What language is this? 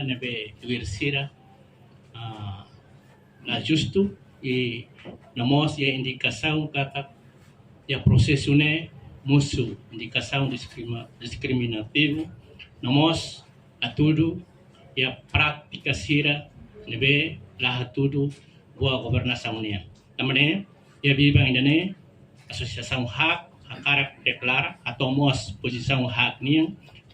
Tetum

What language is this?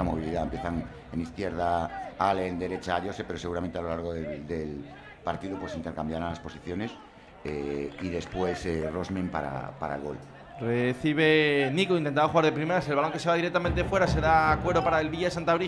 Spanish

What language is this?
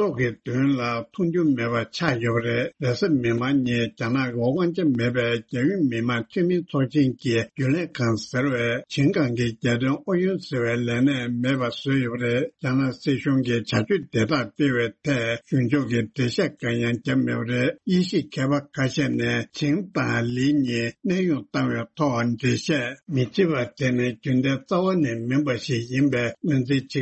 Tibetan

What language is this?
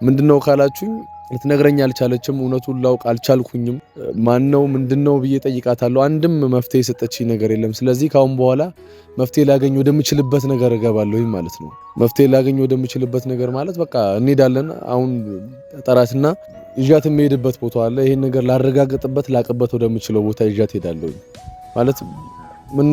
Amharic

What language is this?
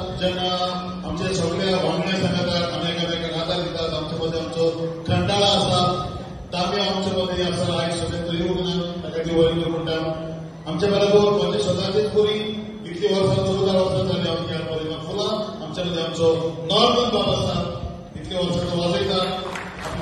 Konkani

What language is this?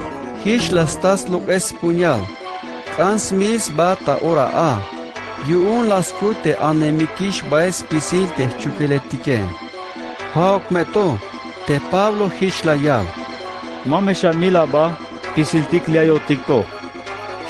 Tzeltal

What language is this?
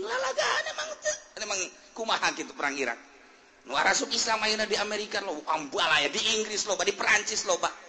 Sundanese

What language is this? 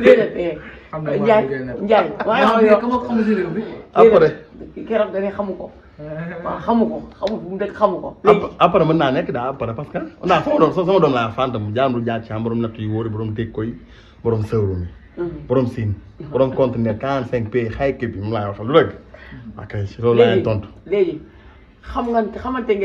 Wolof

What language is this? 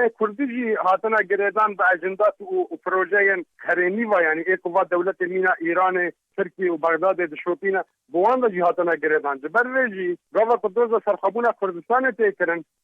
Kurdish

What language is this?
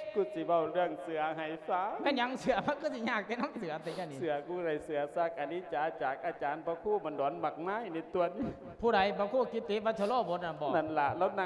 Lao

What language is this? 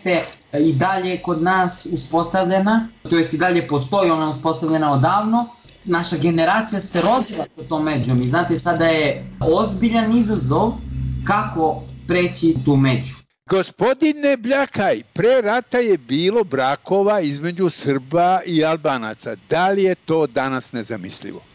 Serbian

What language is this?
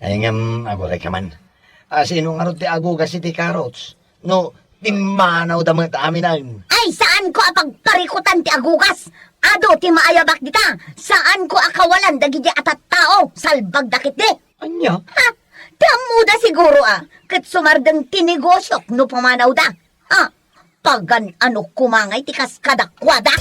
Iloko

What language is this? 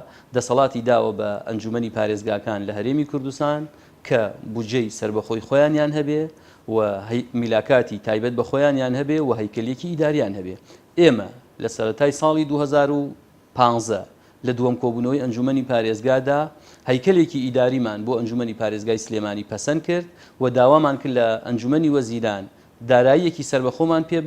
Central Kurdish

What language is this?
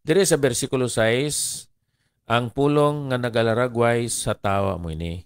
Hiligaynon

